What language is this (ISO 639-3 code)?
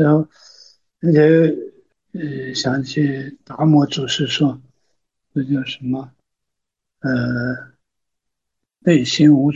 zho